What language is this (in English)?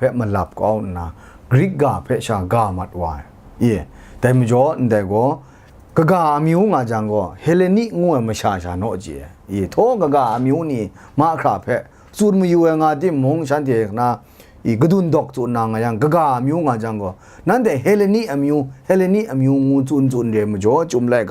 Kachin